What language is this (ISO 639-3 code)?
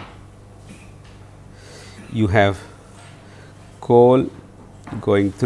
eng